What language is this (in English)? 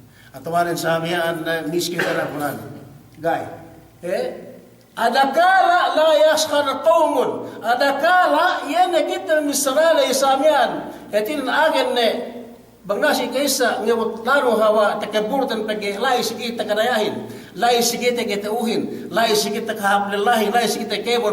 Yakan